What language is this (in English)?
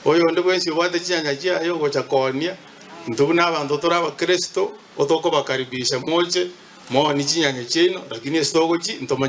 Gusii